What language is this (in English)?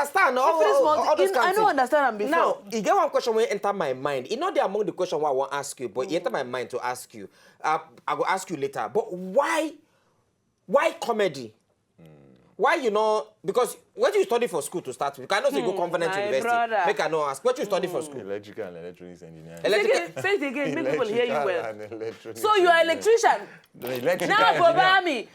Nigerian Pidgin